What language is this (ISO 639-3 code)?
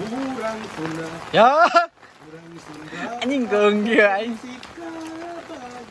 sun